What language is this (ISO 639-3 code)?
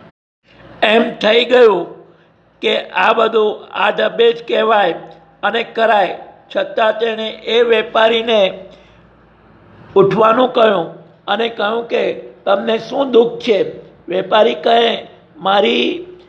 guj